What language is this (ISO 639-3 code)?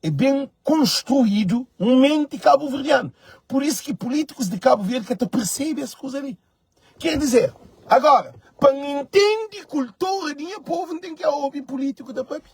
kea